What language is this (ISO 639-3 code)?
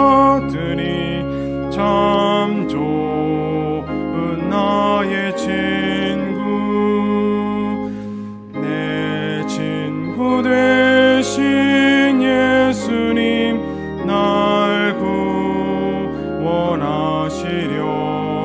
kor